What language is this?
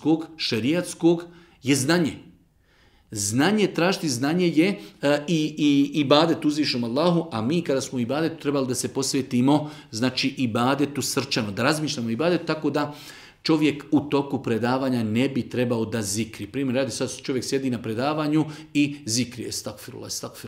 Bosnian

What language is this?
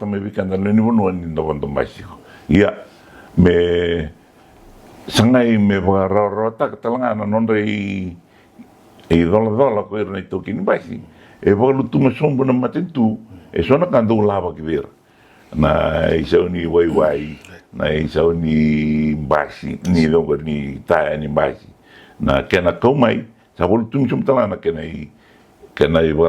Fijian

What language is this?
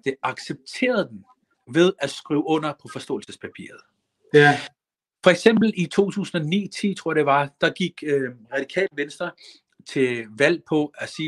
Danish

